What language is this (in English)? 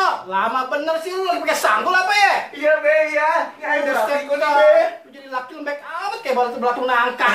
Betawi